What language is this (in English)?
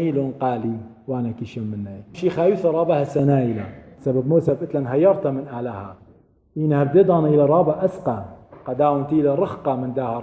Assyrian Neo-Aramaic